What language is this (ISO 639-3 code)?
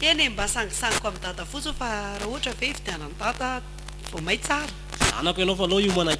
mlg